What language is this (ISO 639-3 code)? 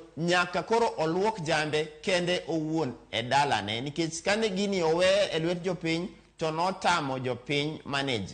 luo